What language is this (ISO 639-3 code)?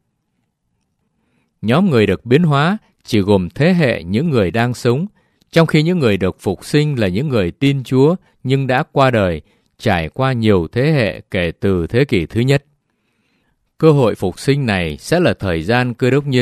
vie